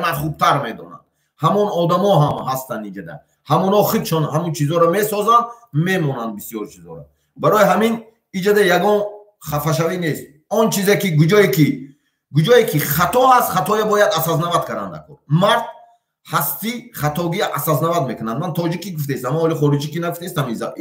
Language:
Tajik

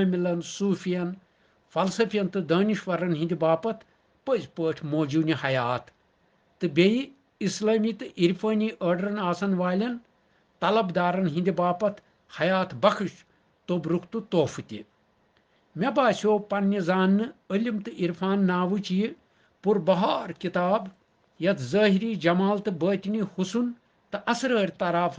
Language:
Kashmiri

